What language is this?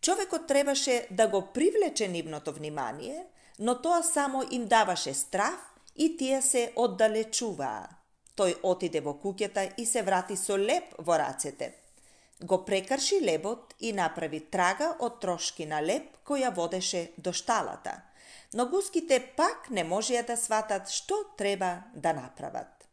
Macedonian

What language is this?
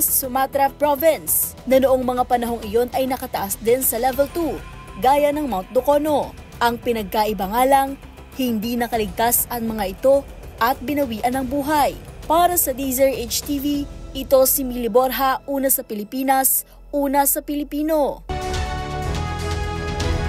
Filipino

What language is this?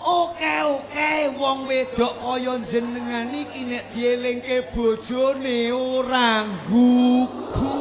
Javanese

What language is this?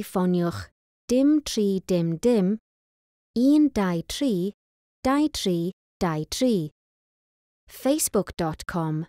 Welsh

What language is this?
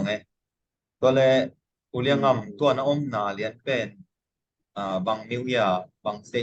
Tedim Chin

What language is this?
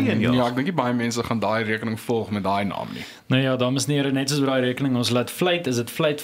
Afrikaans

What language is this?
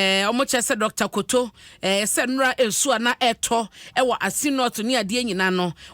Akan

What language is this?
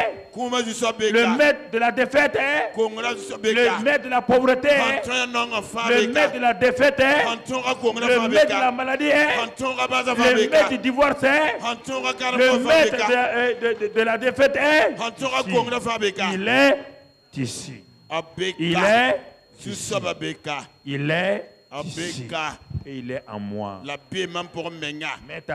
French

